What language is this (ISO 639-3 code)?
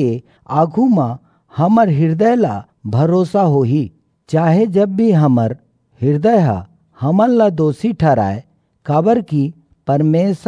hne